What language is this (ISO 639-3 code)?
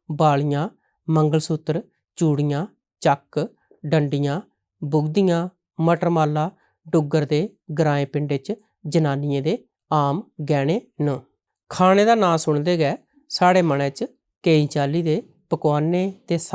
doi